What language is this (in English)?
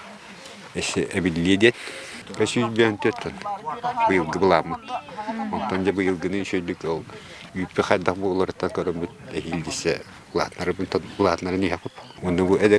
Yakut